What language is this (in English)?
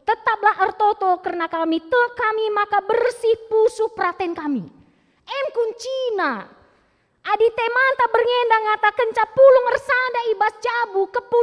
Batak Karo